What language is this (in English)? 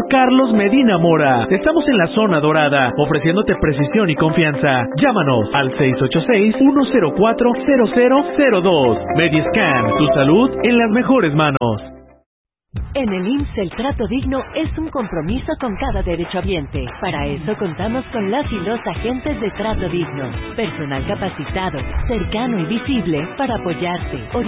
Spanish